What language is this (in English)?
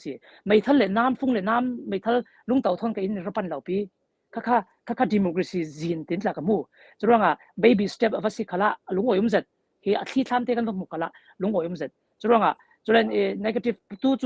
Falam Chin